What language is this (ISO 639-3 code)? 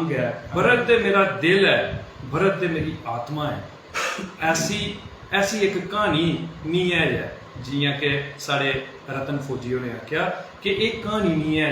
doi